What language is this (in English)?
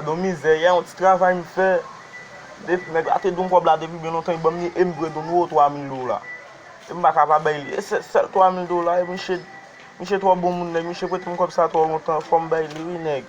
Haitian Creole